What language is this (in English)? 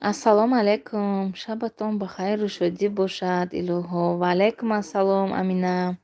Tajik